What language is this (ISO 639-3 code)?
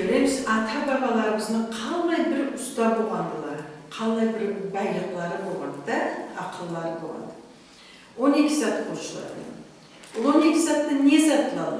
krc